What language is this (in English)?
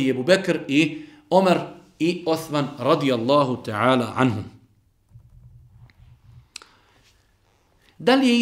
Bosnian